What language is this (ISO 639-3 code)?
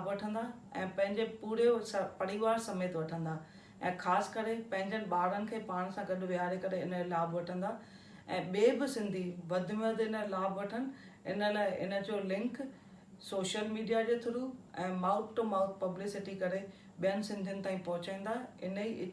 snd